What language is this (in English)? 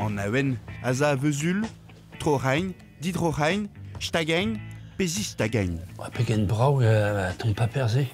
Breton